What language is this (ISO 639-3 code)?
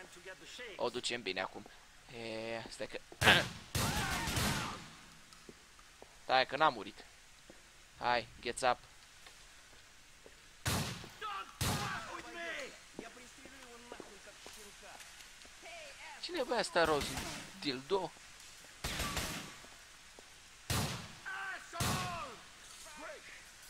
ron